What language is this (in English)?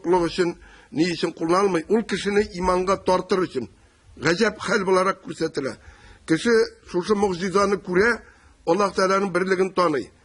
Tatar